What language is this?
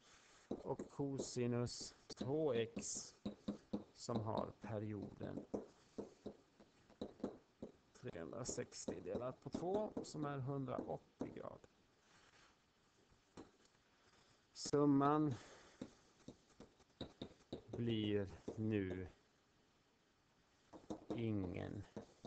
Swedish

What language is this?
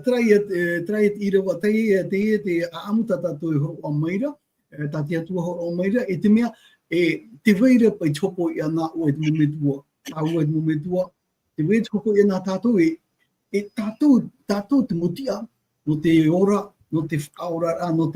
Tahitian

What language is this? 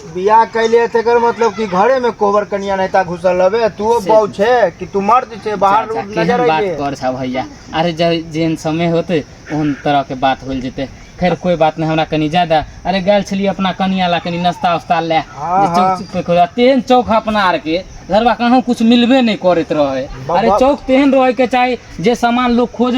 Maithili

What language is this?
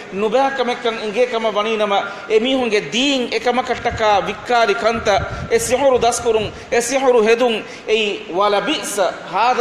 Divehi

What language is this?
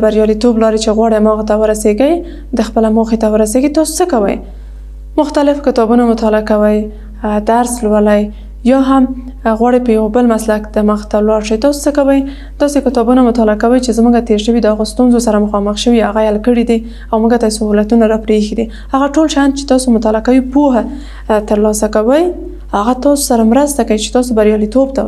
Pashto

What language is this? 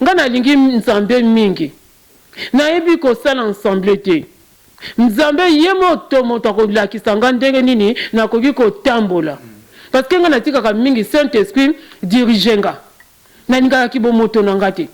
Lingala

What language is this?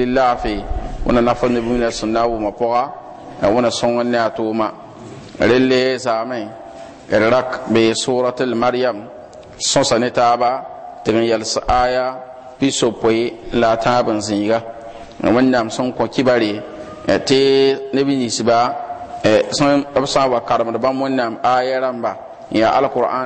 Mossi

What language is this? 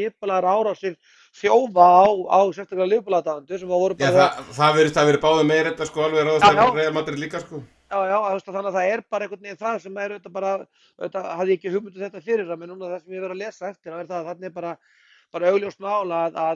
Icelandic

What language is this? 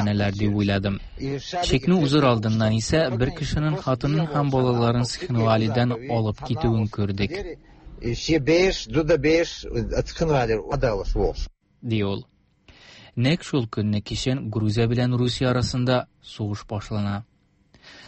Tatar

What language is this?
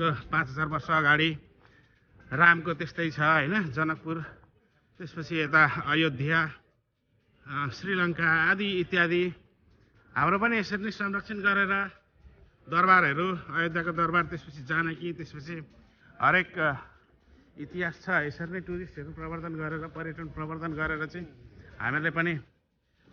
Nepali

